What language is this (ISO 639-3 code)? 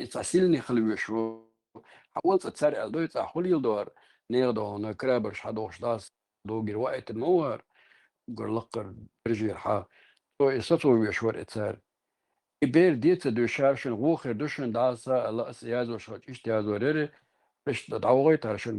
che